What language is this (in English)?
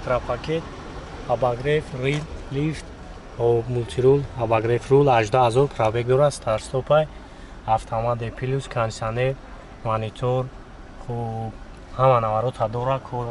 Tajik